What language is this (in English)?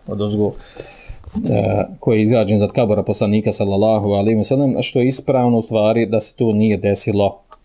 Bosnian